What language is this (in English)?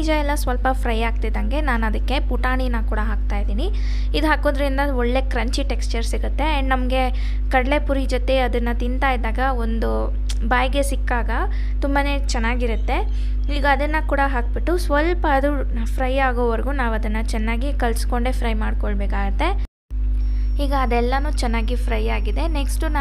Kannada